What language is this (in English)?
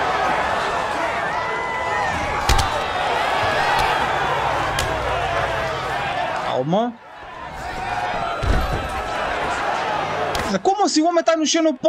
Portuguese